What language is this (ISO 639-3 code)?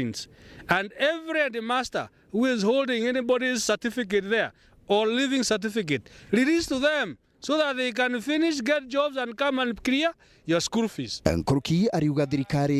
mer